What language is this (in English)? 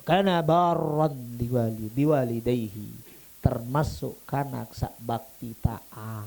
Sasak